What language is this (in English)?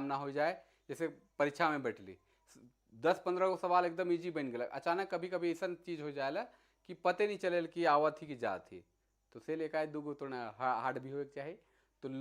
Sadri